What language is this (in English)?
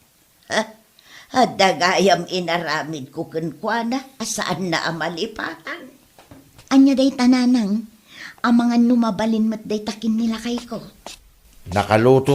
Iloko